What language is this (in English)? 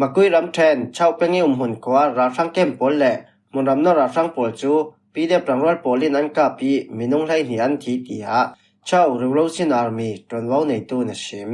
Falam Chin